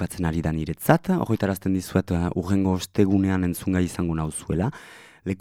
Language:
Basque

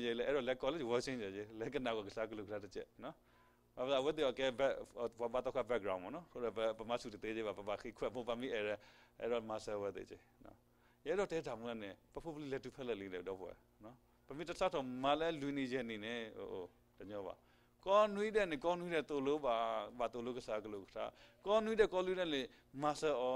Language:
S'gaw Karen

